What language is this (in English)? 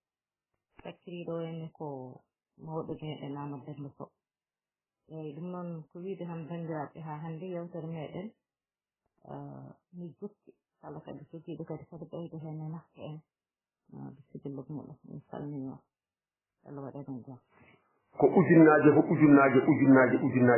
Fula